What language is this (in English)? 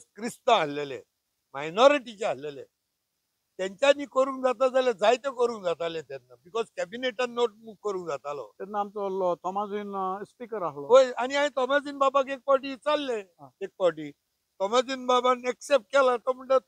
Konkani